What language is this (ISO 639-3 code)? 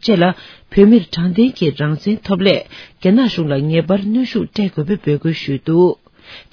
bod